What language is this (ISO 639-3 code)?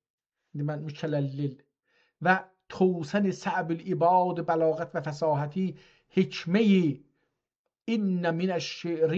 azb